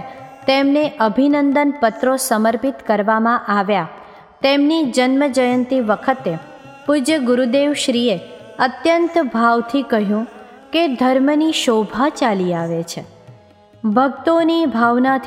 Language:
Gujarati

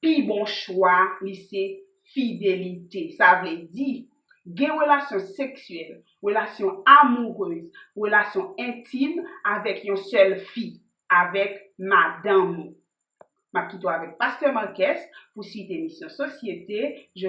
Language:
Haitian Creole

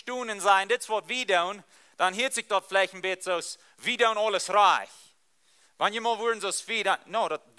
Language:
Plautdietsch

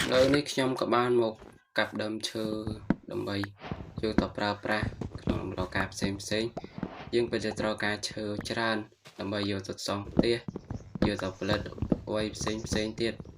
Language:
Khmer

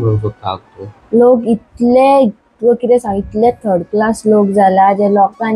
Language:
Konkani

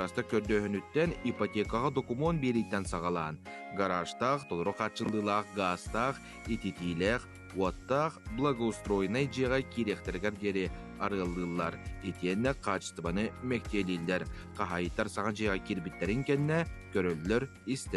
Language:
Yakut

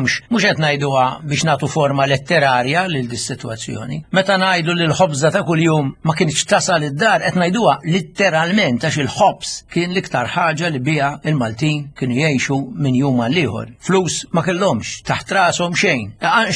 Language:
Maltese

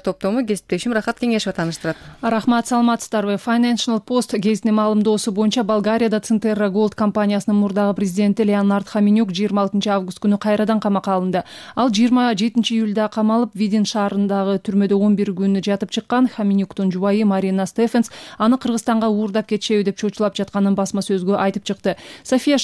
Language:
Kyrgyz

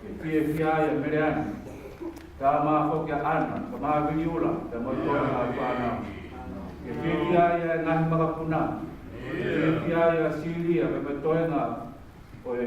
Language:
Tongan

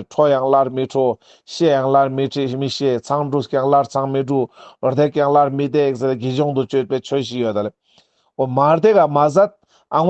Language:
Ladakhi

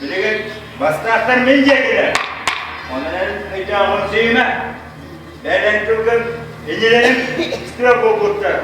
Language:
Yakut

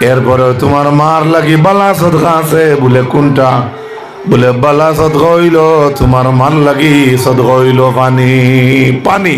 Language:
Sylheti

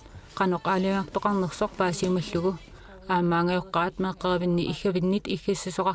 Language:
Kalaallisut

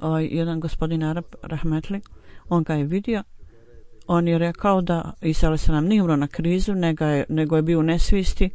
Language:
Bosnian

